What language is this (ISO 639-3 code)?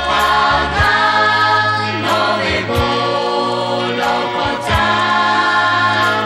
lhu